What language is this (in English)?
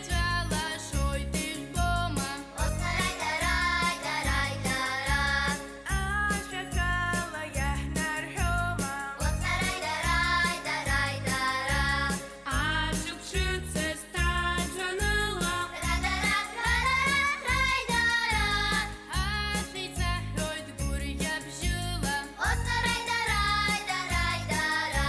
Abkhazian